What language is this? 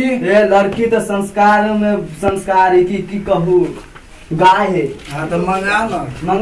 Maithili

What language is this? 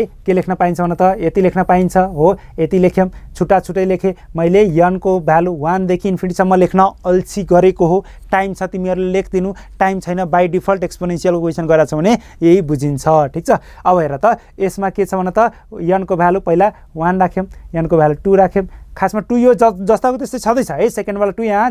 Nepali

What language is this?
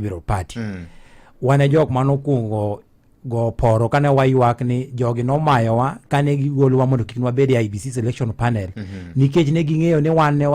Luo (Kenya and Tanzania)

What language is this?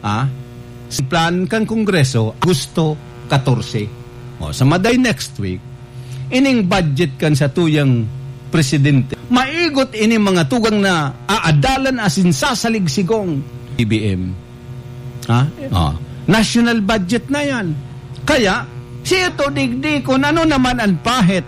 Bikol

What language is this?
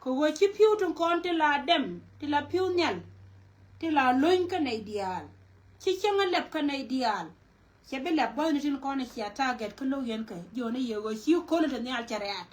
Nuer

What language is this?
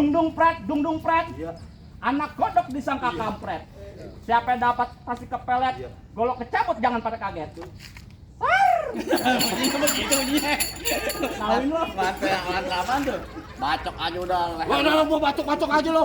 Betawi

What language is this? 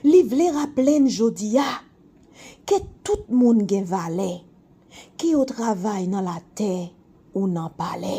Haitian Creole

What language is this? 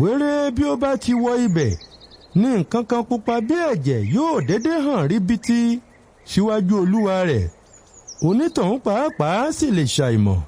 Yoruba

